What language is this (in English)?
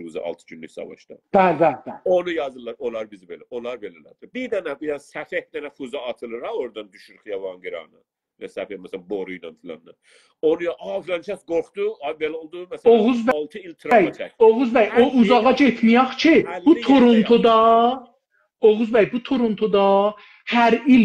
South Azerbaijani